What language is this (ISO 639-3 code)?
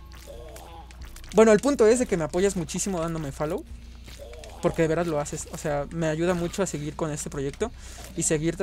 spa